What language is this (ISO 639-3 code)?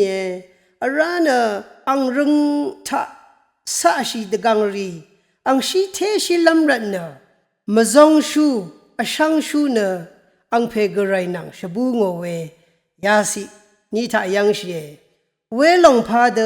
raw